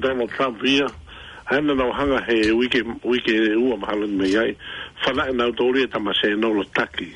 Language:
Tongan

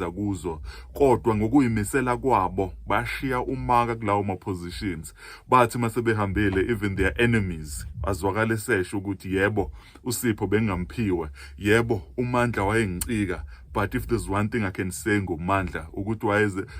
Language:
Zulu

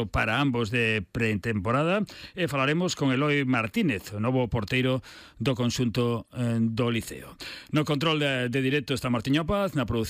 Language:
Galician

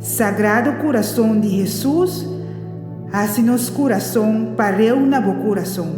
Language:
Papiamento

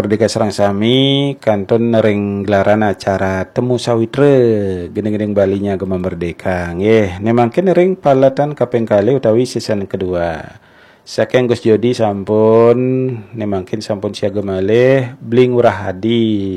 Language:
Balinese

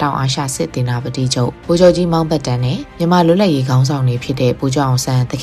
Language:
Burmese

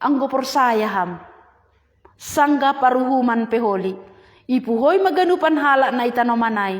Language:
Batak Simalungun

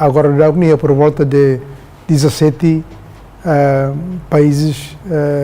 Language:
Tetum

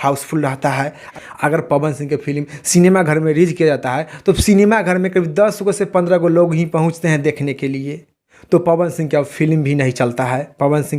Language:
Bhojpuri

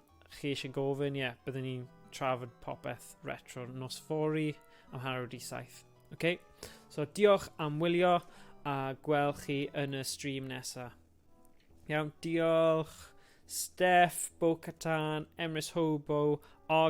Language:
Welsh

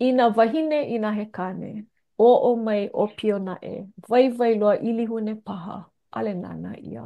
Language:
Hawaiian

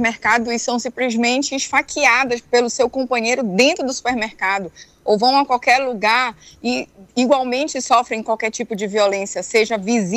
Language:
Portuguese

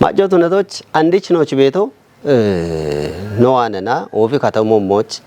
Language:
Kafa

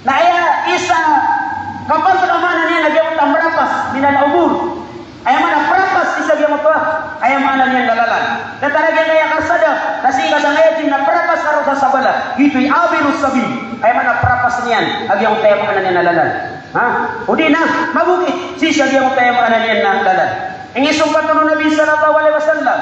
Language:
Maranao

